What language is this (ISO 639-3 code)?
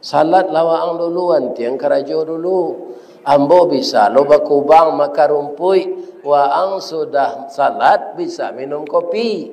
min